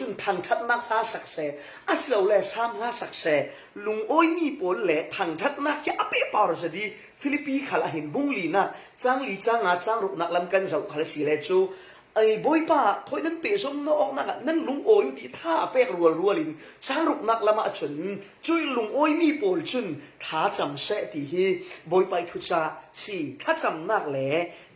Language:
Falam Chin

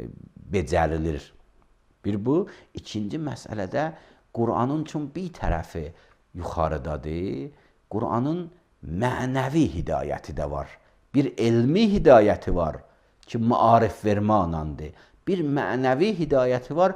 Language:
Azerbaijani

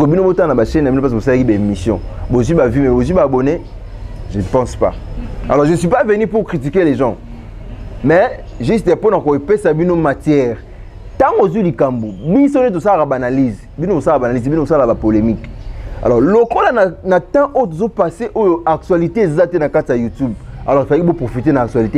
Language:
Lingala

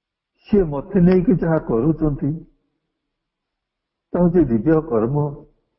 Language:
Odia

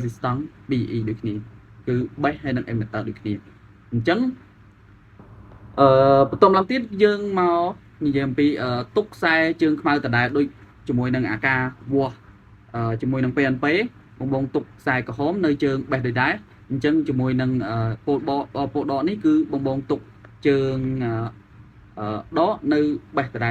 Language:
Khmer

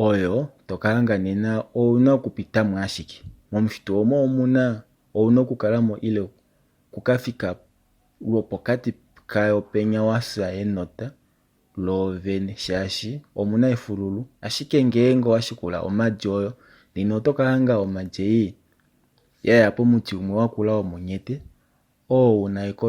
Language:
Kuanyama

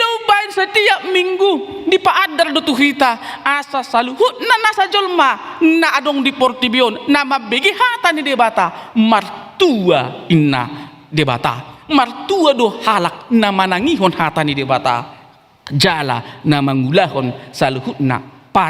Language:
Batak Toba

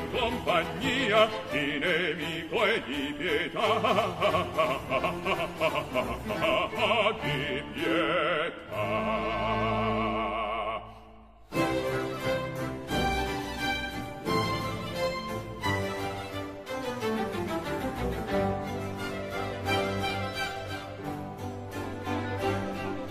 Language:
Italian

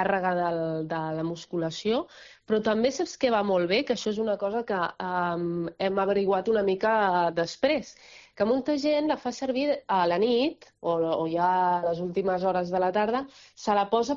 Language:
Catalan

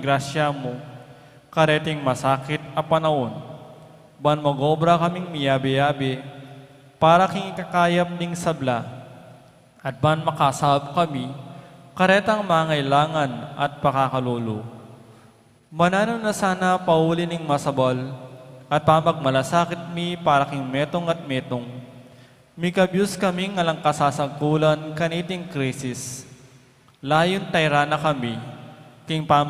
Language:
Pampanga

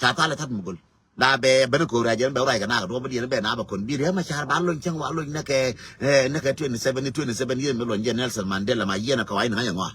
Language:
Nuer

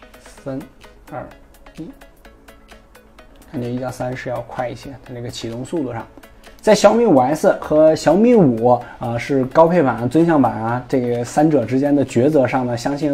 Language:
Chinese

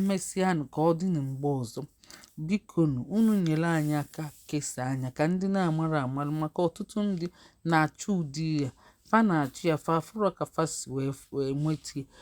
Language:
Igbo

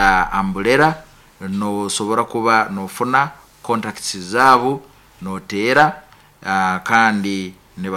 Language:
Nyankole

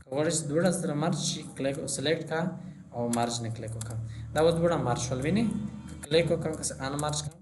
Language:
Pashto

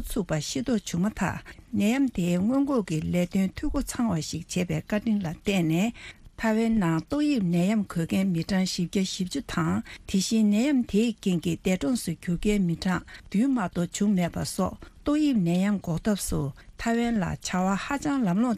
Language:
Tibetan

